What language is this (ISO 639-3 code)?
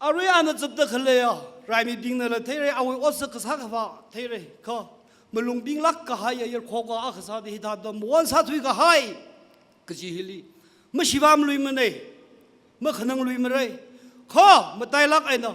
nmf